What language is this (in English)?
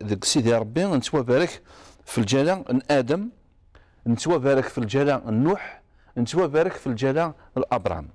Kabyle